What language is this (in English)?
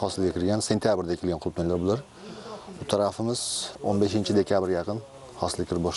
Uzbek